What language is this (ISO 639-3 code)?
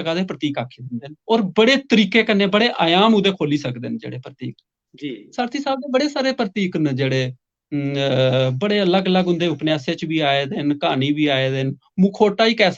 doi